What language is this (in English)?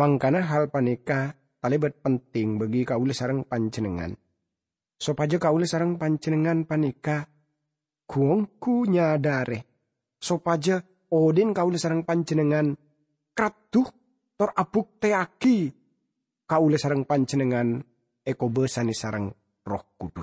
Madurese